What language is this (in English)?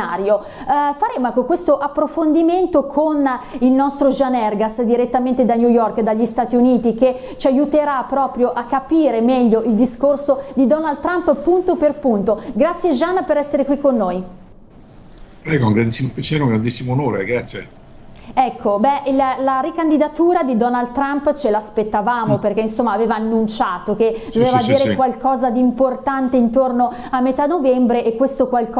Italian